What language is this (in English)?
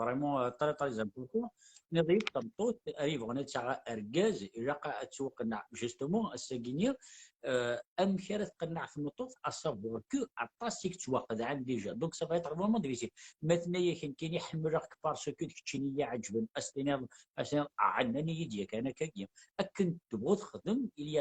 Kabyle